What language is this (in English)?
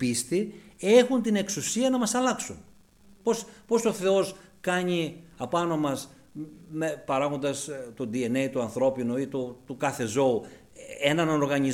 Greek